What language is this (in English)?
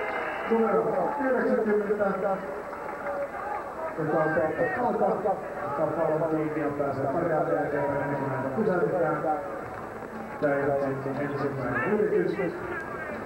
Finnish